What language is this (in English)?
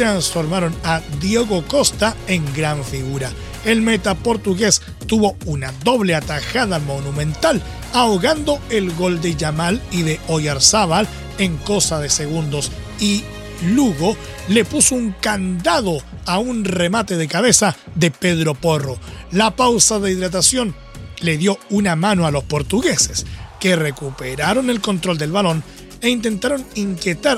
Spanish